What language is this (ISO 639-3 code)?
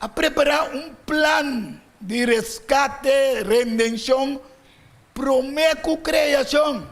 pap